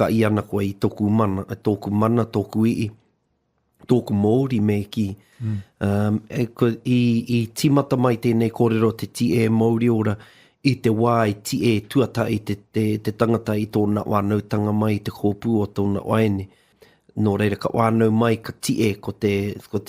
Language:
Māori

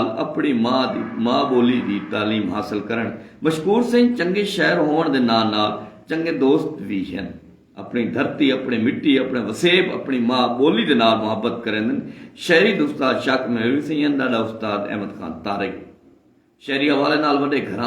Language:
Saraiki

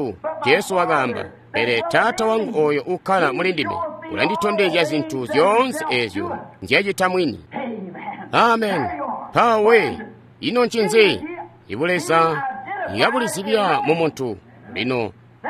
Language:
Tonga (Zambia)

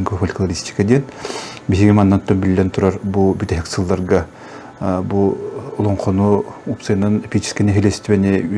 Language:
Yakut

